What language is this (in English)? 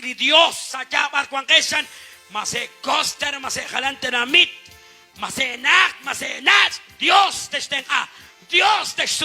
Kekchí